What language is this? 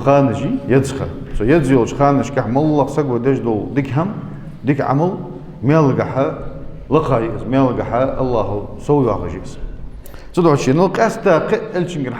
Ingush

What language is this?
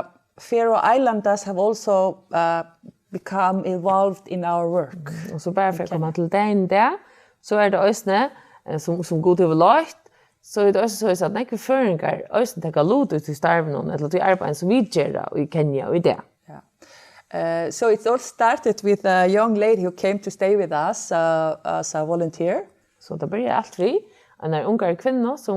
Faroese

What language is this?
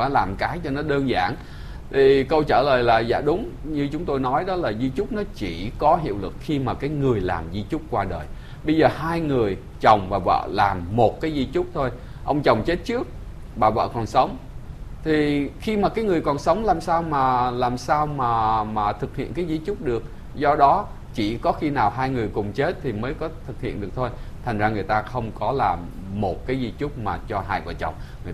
Vietnamese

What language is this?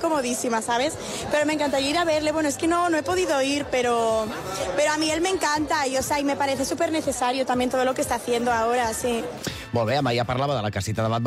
Catalan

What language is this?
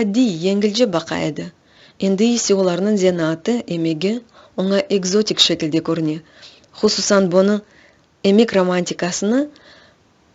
Crimean Tatar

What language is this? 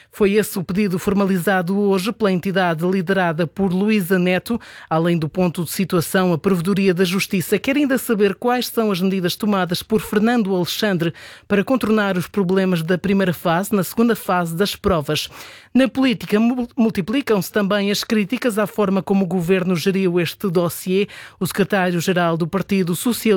Portuguese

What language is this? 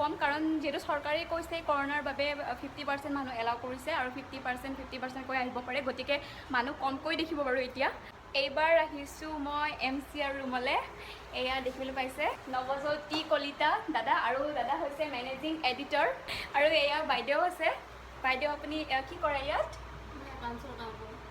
Assamese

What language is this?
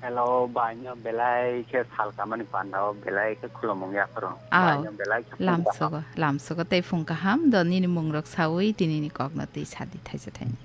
Kok Borok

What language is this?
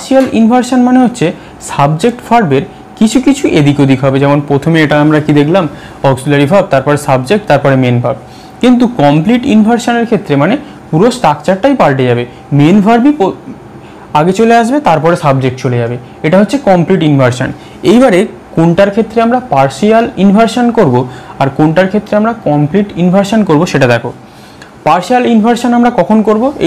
Bangla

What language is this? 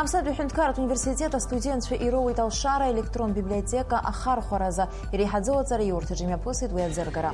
Abkhazian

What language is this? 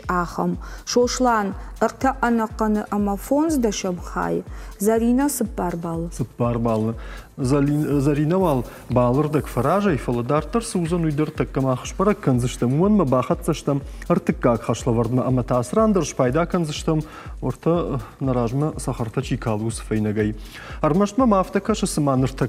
Ossetic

